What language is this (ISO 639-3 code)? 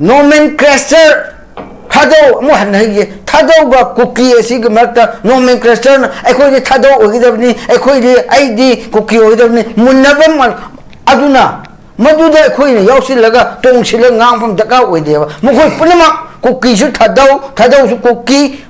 mni